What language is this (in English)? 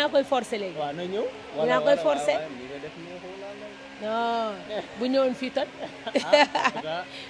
Wolof